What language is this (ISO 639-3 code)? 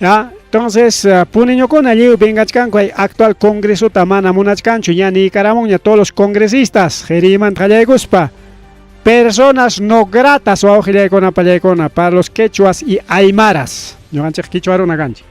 quy